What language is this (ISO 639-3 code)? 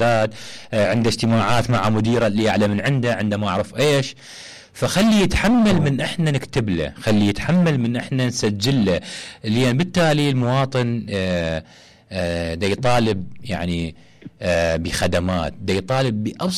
acm